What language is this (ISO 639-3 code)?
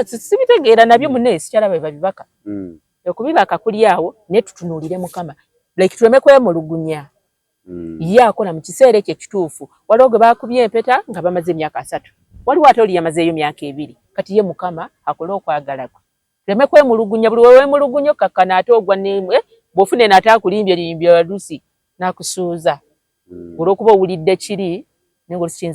lug